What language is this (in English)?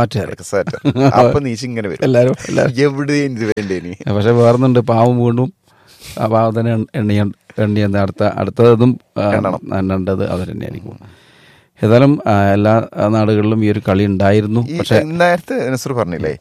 Malayalam